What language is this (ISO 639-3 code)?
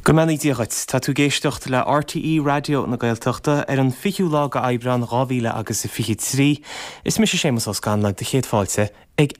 gle